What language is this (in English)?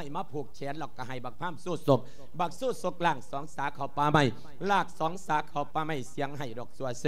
Lao